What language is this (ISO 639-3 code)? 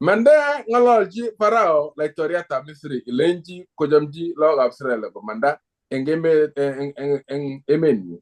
kln